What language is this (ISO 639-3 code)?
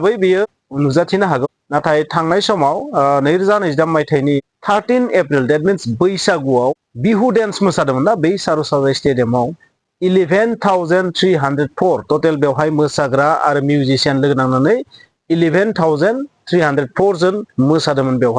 brx